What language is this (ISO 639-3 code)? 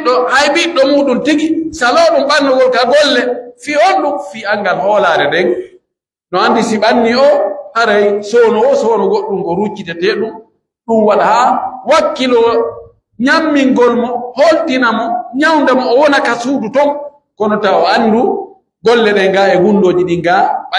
fuf